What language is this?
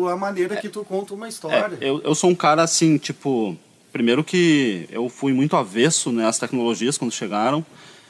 Portuguese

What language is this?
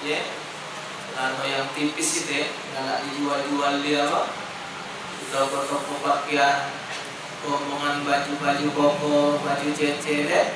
Musi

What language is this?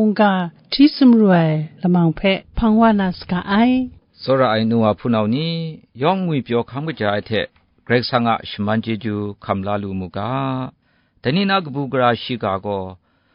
Kachin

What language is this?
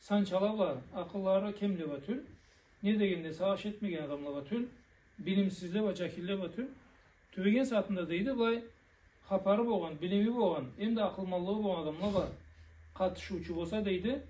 Karachay-Balkar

